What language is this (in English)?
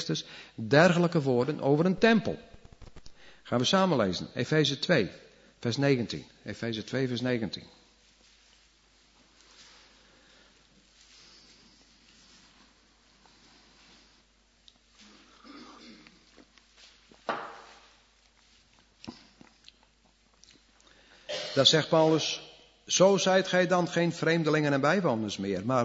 Dutch